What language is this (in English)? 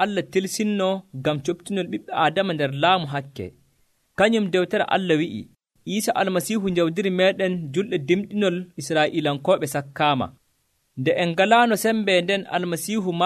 Nigerian Fulfulde